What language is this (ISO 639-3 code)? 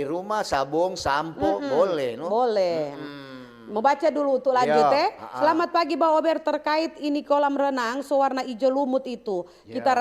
xmm